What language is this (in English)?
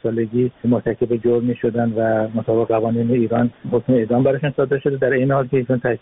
Persian